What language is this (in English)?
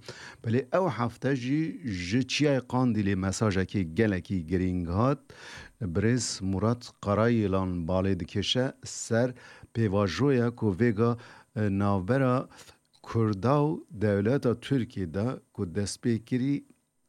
Kurdish